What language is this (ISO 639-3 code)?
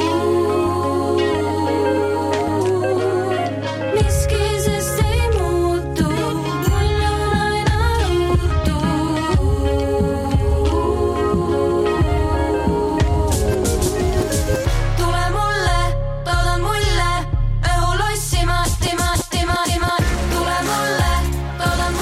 est